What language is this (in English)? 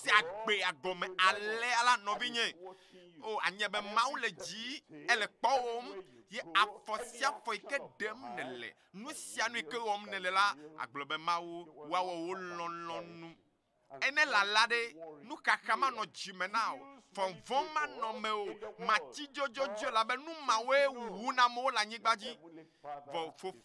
Ewe